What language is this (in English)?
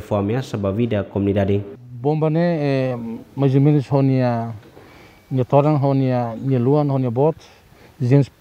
Tetum